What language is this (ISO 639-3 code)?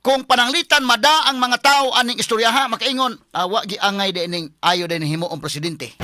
ceb